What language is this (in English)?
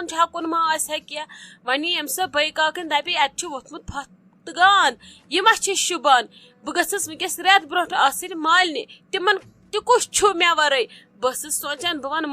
Kashmiri